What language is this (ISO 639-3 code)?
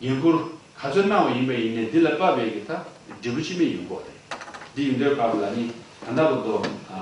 bod